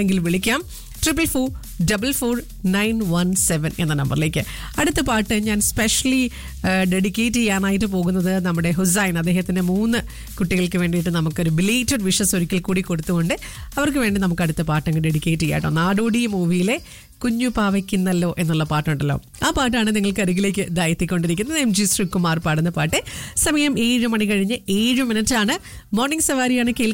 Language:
Malayalam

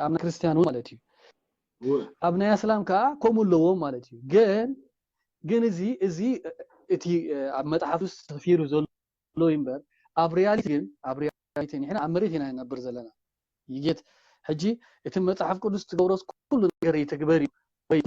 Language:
Tigrinya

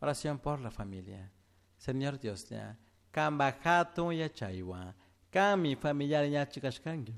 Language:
Chimborazo Highland Quichua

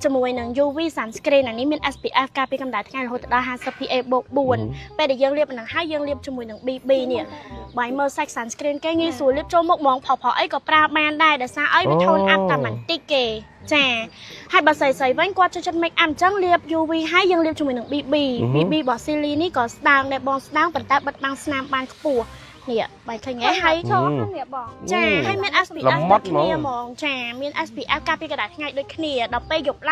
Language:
Khmer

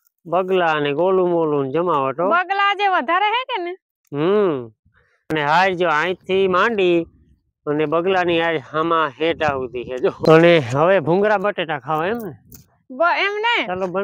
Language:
Gujarati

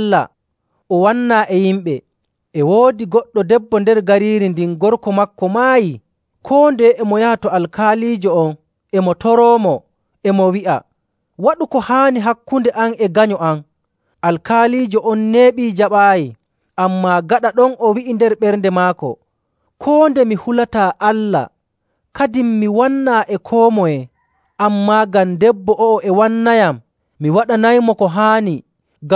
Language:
Nigerian Fulfulde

